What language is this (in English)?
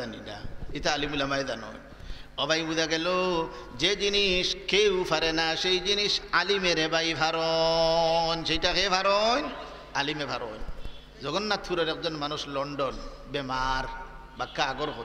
Sylheti